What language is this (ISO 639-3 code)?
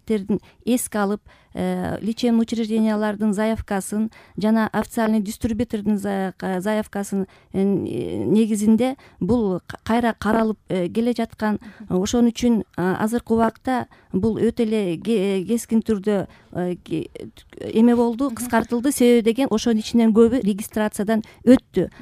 kir